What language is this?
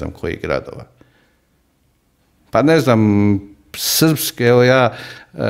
Croatian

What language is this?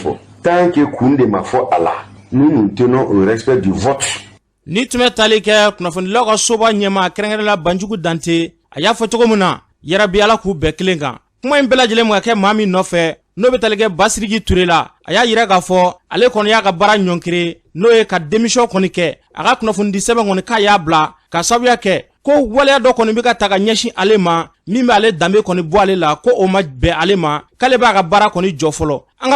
Bambara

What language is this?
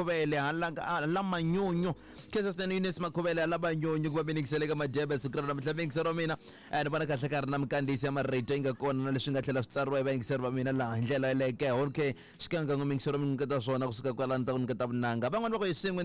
Tsonga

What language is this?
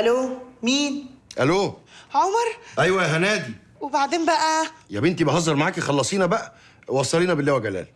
Egyptian Arabic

